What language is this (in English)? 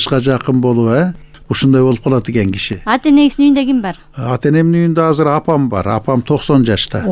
Kyrgyz